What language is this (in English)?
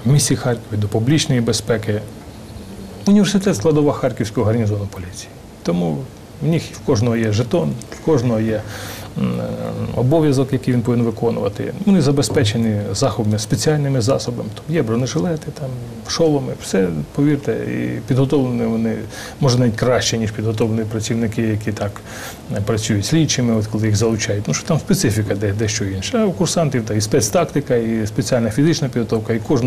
Ukrainian